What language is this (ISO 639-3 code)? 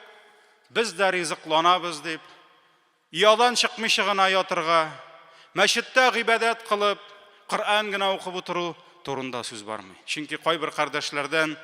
tat